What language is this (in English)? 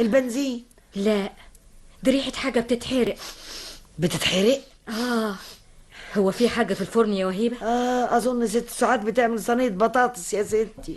Egyptian Arabic